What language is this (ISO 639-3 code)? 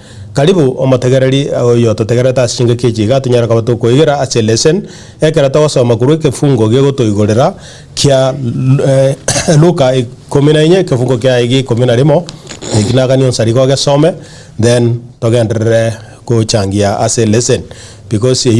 guz